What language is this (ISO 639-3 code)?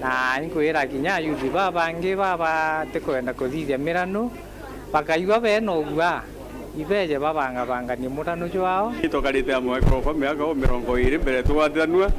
mer